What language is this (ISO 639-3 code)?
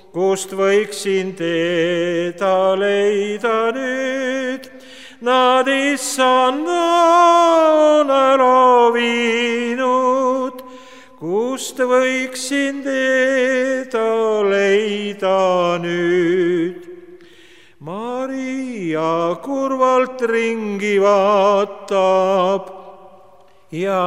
est